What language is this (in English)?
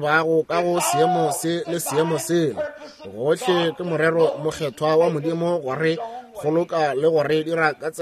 Northern Sotho